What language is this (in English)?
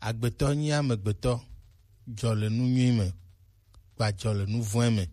Gen